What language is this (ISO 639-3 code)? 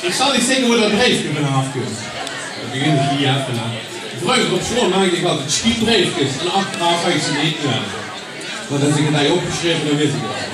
lim